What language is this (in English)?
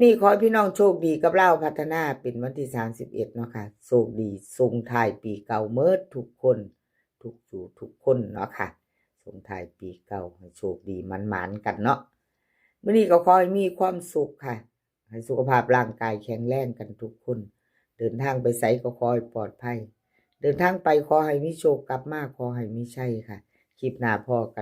Northeastern Thai